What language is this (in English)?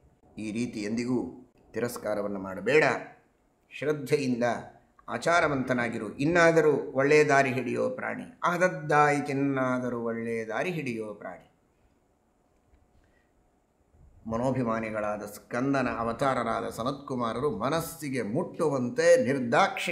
Kannada